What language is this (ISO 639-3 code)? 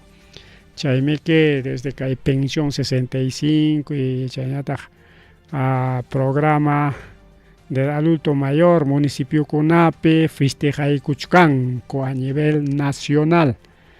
quy